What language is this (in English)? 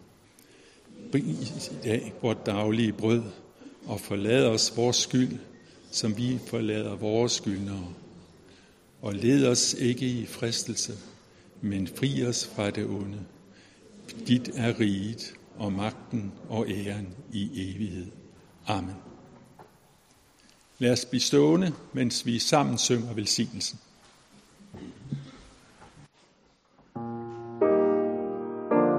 Danish